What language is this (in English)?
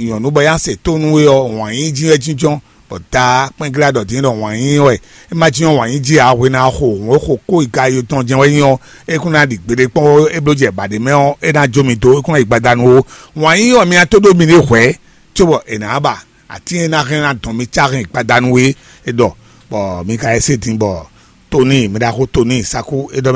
Fon